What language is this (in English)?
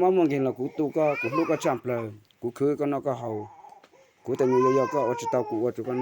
Hmong